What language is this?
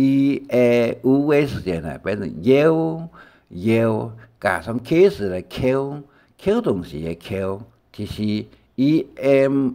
Hakka Chinese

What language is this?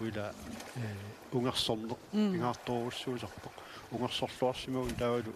Kalaallisut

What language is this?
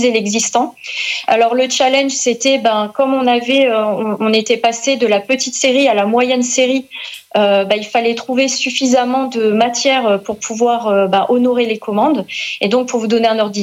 French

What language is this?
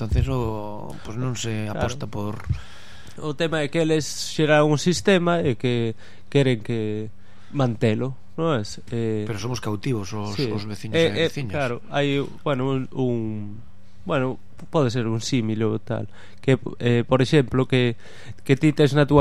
Galician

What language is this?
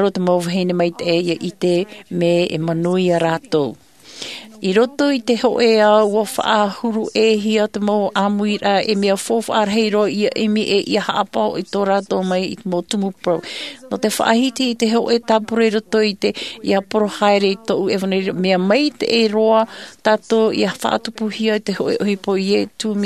Tahitian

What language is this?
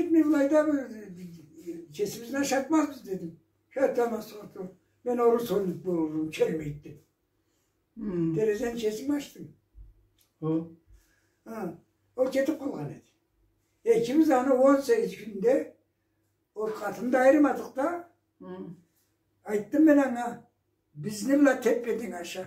Karachay-Balkar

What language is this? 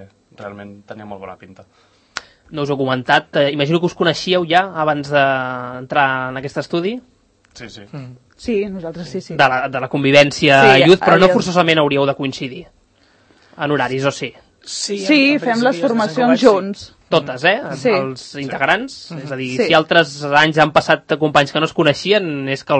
Catalan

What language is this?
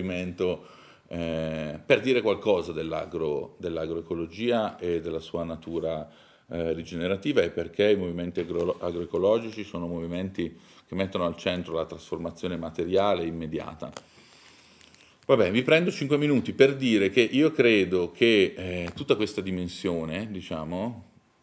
Italian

